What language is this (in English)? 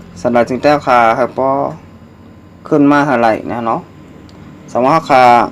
Shan